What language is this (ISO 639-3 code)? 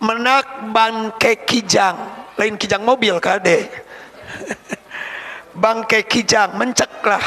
sun